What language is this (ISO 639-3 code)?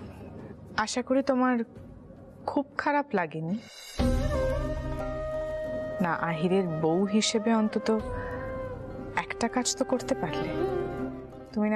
ben